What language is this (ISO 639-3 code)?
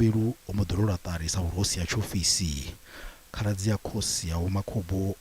ven